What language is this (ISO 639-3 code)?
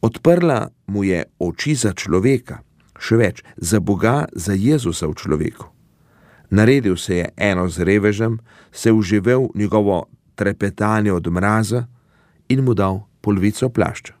slv